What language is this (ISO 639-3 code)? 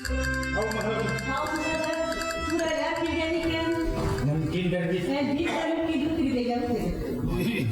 bak